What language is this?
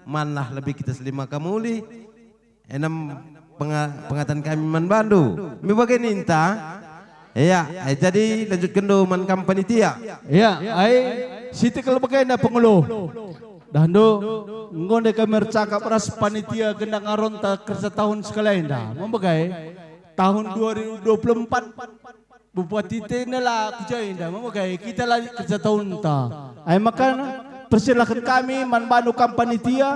Batak Karo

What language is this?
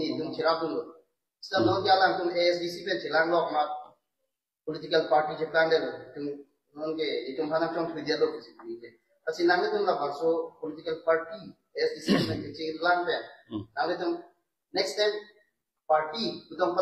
Karbi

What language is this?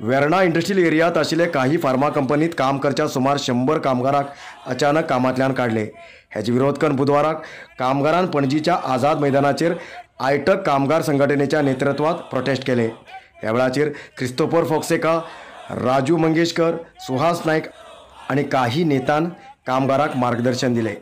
Konkani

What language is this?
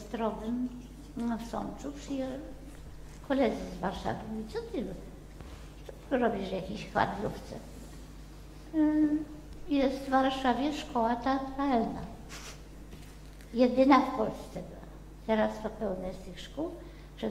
Polish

